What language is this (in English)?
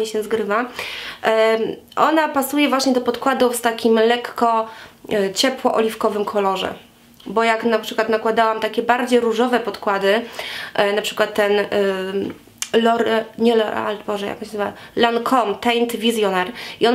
Polish